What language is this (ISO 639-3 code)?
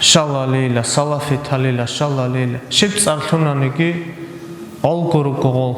ava